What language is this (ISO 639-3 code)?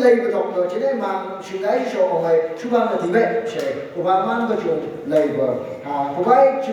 nph